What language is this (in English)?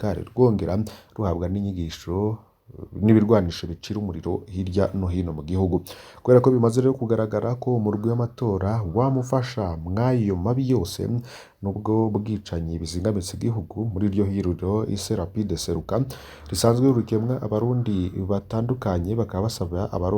Rundi